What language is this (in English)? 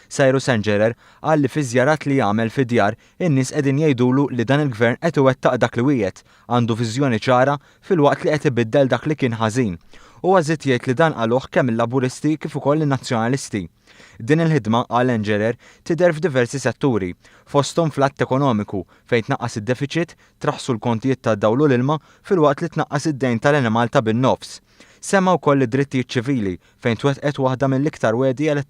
Maltese